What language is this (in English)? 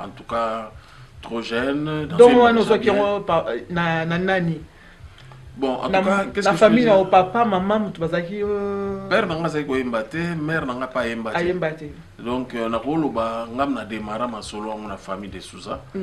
Lingala